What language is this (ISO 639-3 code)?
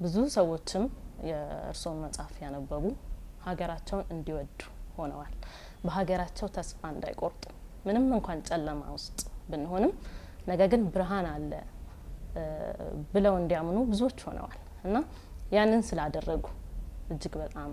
amh